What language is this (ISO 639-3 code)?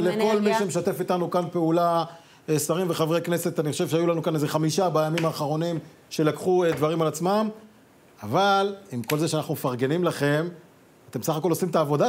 heb